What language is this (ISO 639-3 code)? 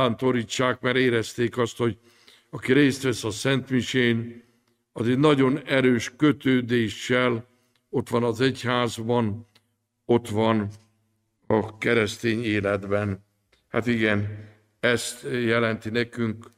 hun